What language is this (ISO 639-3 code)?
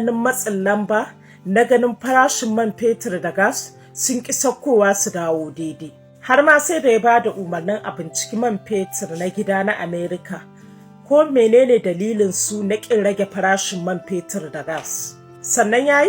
hau